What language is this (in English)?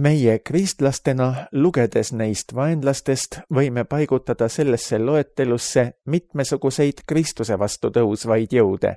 Estonian